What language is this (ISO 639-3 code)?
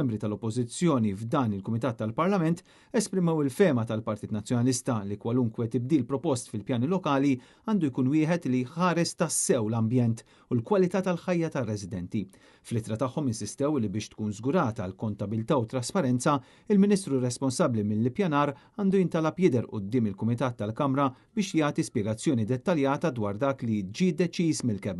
mlt